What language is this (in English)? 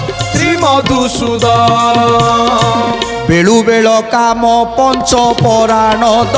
Odia